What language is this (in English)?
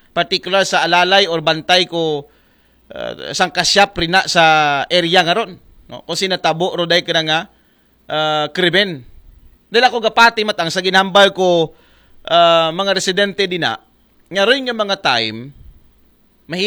Aklanon